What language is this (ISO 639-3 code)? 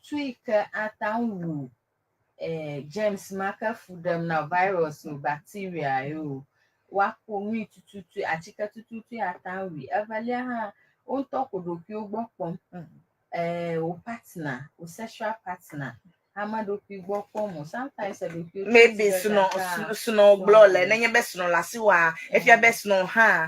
ewe